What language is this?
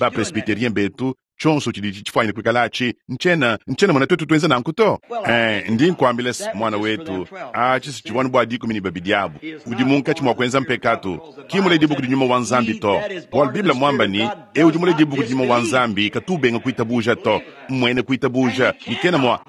Luba-Lulua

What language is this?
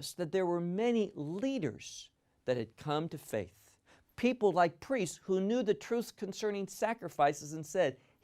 English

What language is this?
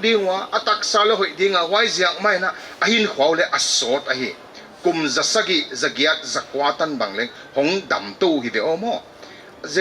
Paite Chin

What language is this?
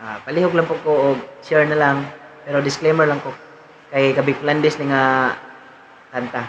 Cebuano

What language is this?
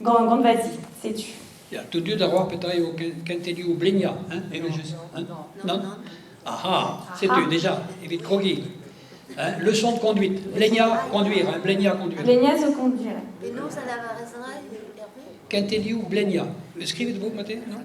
Breton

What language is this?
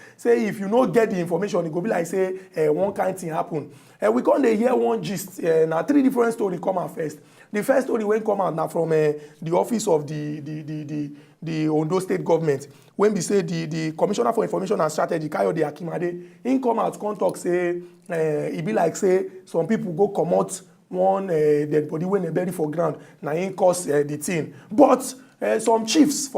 Nigerian Pidgin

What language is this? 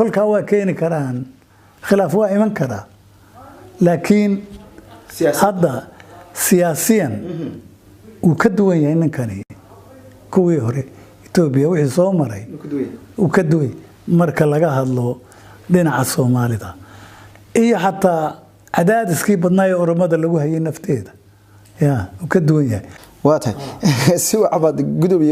Somali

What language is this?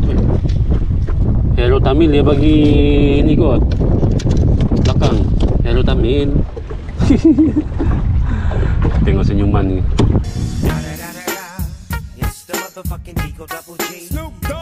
Malay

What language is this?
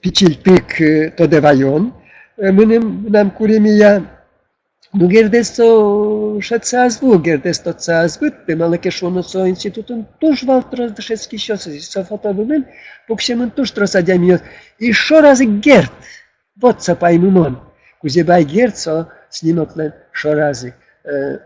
Udmurt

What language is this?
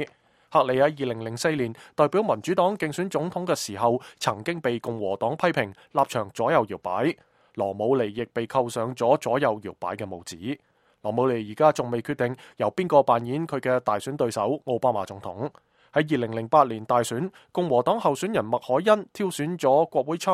Cantonese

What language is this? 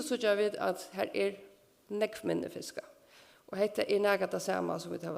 Faroese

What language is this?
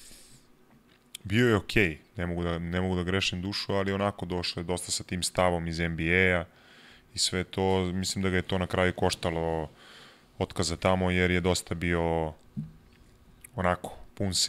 Serbian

